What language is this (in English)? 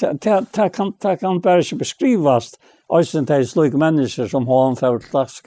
Faroese